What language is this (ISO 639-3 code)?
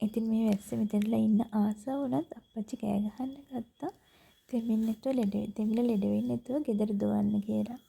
sin